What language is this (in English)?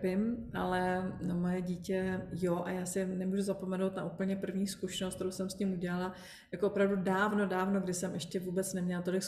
Czech